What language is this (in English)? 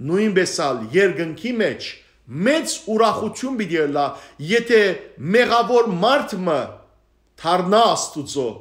Western Armenian